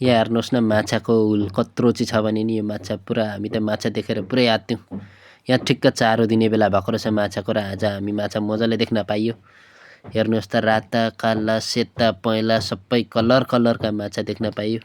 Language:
Nepali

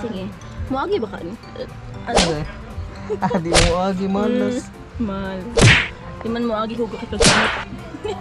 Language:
Cebuano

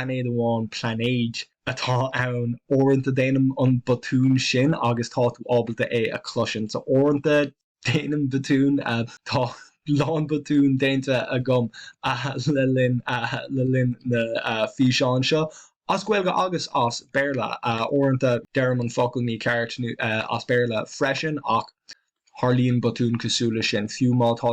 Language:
Irish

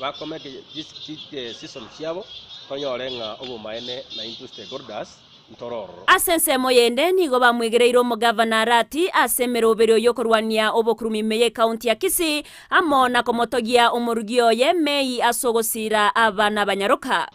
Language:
Gusii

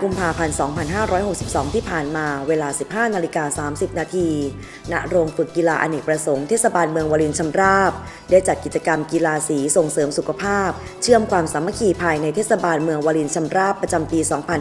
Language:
Thai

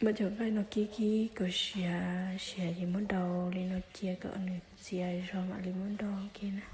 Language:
Hmong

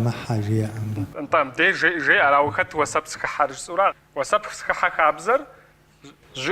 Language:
Kabardian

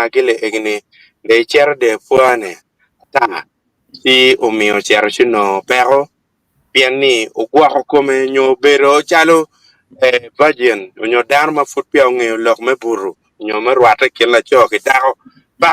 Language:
Acoli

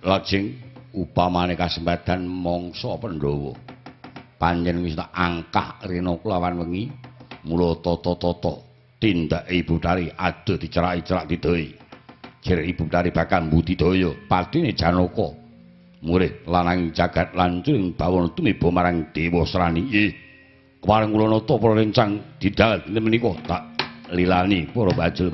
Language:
Javanese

